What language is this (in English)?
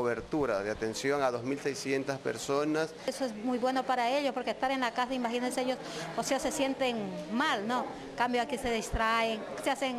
Spanish